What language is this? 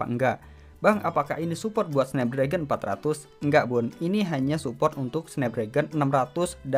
Indonesian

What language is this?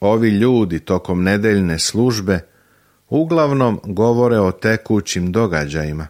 Serbian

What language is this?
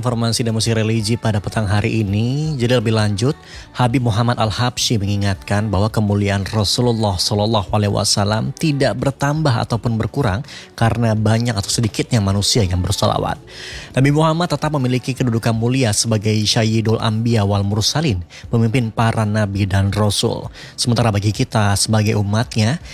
Indonesian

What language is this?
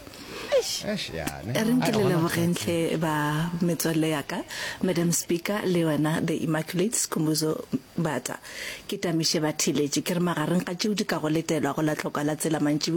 Northern Sotho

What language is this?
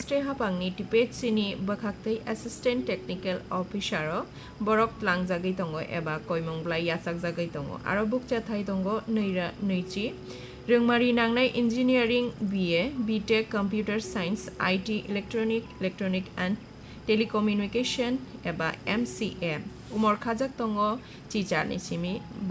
Kok Borok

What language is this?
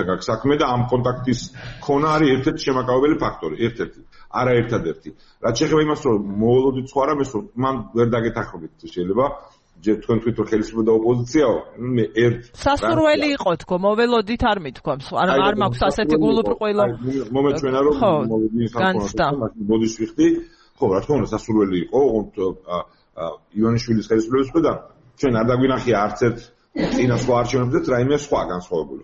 Georgian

